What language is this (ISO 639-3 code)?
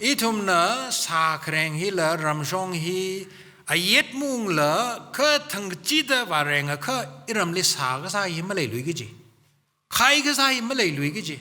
nmf